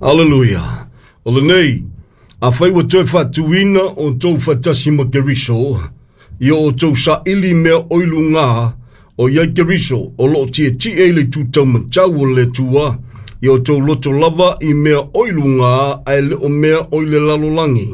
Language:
Samoan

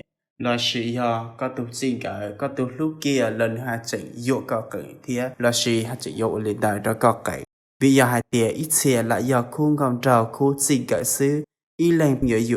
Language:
Hmong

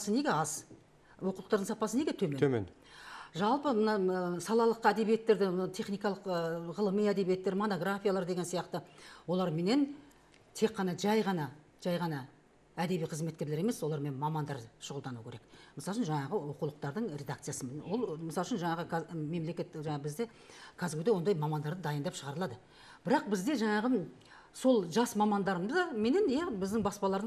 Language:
Kazakh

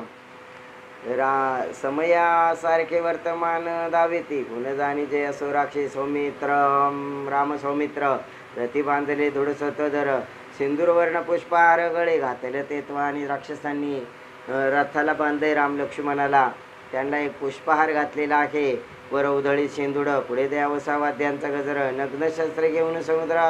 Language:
Marathi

